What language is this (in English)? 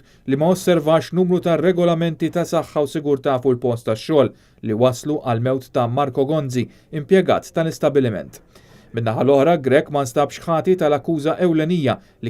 Maltese